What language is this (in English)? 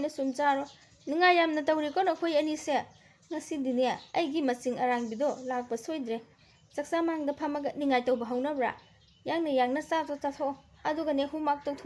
Manipuri